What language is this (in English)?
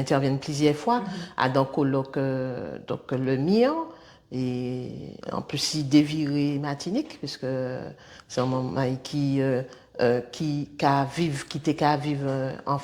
Guadeloupean Creole French